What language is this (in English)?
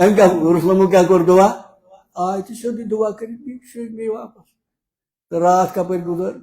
Kashmiri